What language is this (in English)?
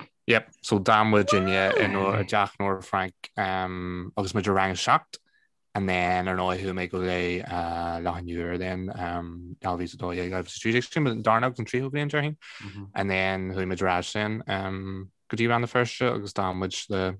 Irish